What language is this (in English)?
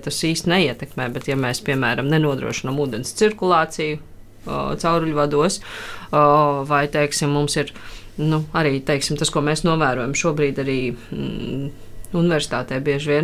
Latvian